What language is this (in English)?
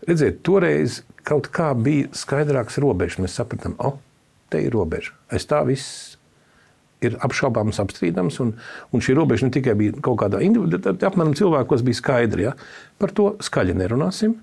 Latvian